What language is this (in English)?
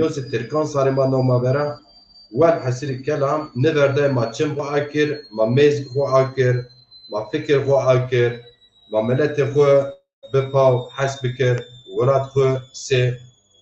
Zaza